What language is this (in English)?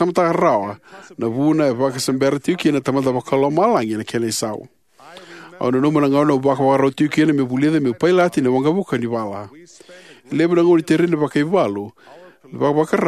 Fijian